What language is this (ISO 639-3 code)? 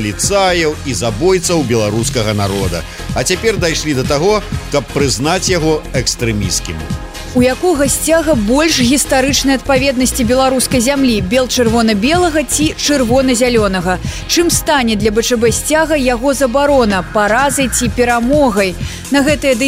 bel